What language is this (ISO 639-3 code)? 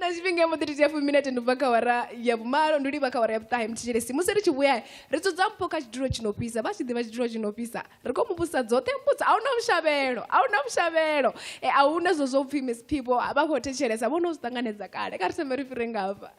ven